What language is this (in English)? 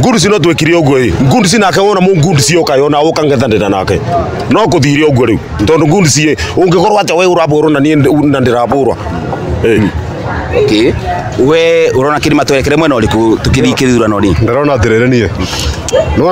Kikuyu